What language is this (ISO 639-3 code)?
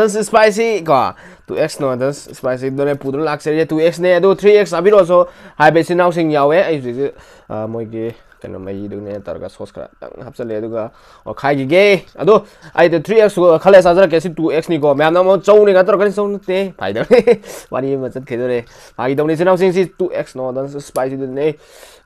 mni